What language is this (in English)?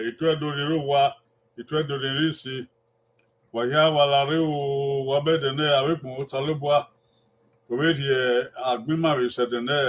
Bini